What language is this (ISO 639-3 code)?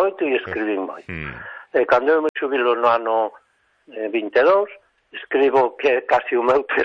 glg